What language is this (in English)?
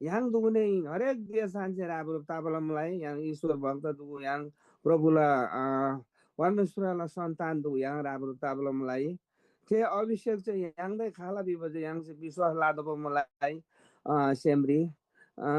Eastern Tamang